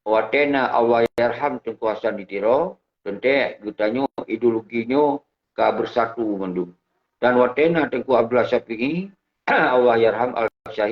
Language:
Achinese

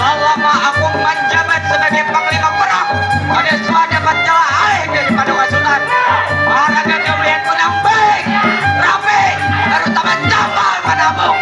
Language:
Banjar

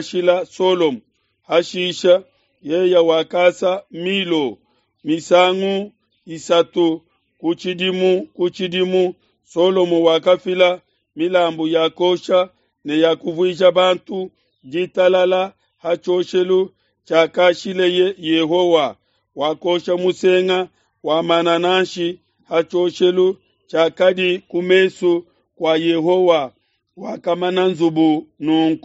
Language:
Luba-Lulua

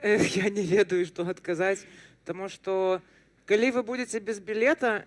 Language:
Belarusian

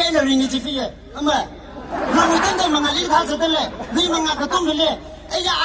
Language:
Tangkhul Naga (India)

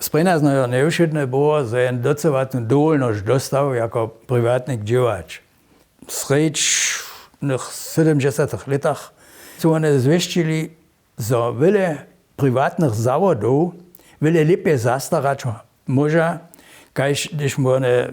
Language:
Upper Sorbian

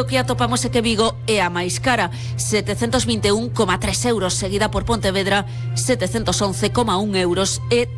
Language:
Galician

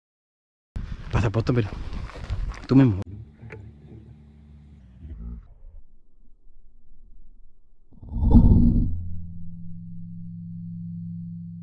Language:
Spanish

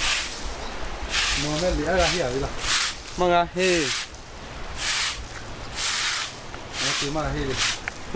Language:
Thai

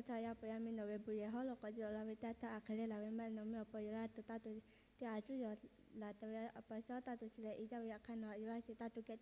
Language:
Lahu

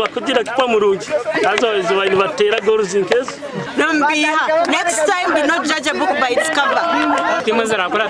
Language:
Nyankole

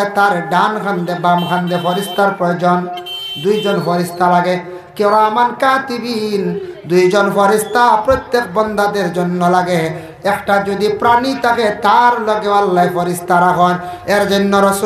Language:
Sylheti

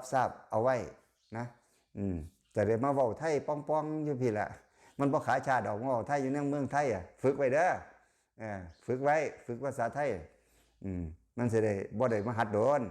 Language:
Lao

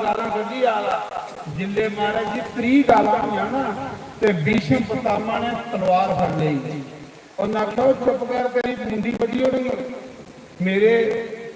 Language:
Dogri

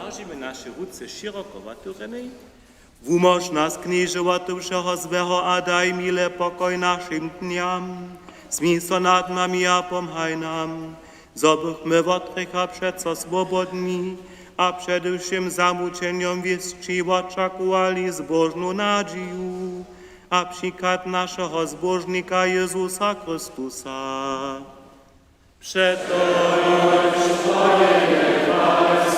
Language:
Upper Sorbian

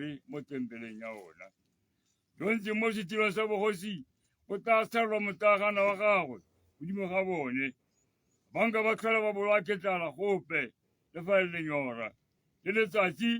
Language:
Tswana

